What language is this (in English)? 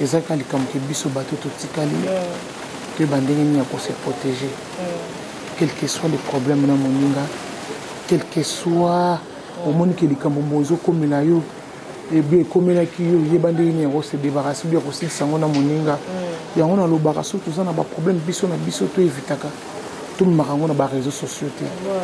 Lingala